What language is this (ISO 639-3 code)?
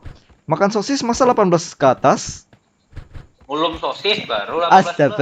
bjn